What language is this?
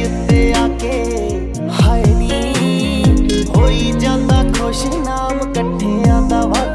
Punjabi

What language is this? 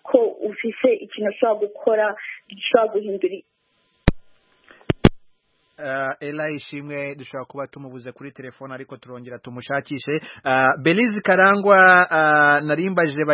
Kinyarwanda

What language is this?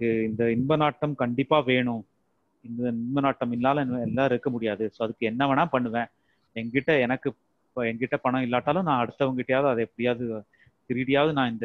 Tamil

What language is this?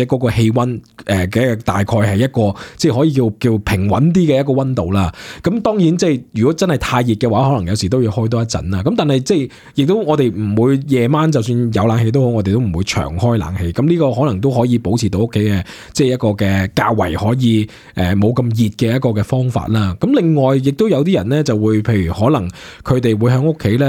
Cantonese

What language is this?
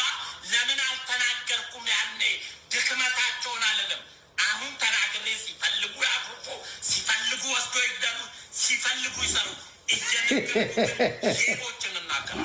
Amharic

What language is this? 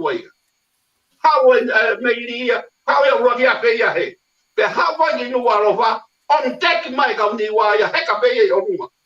Tongan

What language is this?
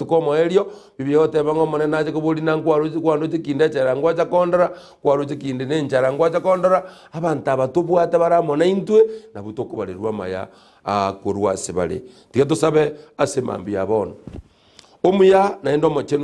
Gusii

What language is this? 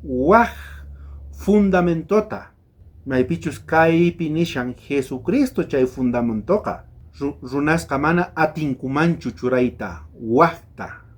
South Bolivian Quechua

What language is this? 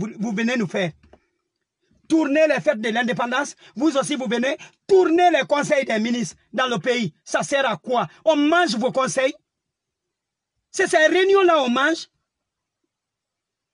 French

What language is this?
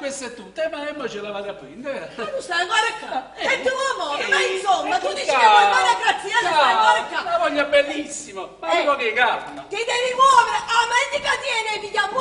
Neapolitan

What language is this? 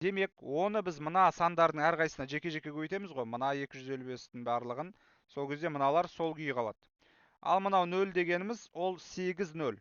Kazakh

